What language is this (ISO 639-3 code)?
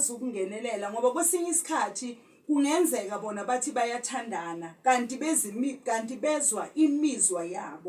zul